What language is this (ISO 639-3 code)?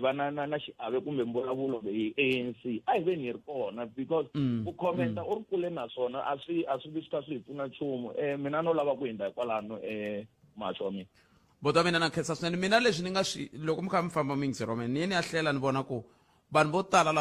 tso